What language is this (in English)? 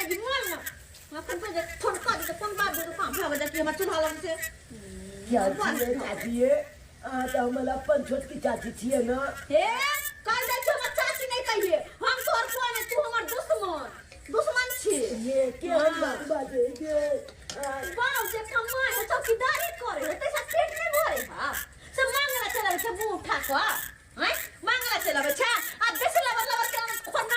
Maithili